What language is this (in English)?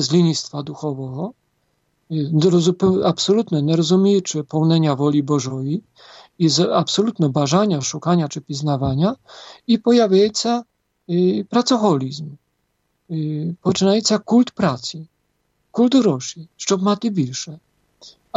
Polish